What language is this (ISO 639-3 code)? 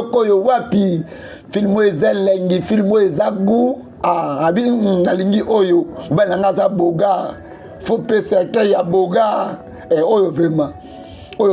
lin